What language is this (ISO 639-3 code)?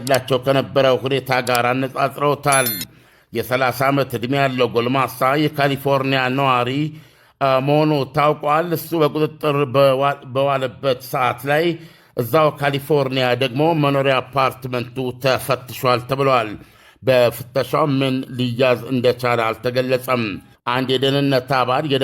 amh